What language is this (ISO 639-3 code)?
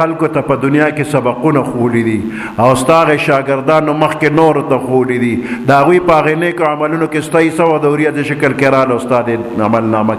pus